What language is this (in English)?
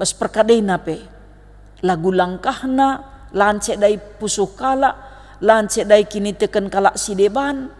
Batak Karo